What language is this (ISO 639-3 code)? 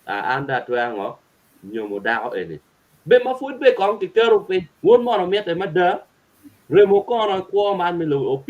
ach